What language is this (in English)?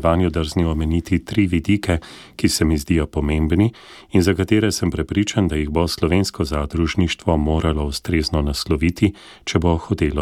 Slovenian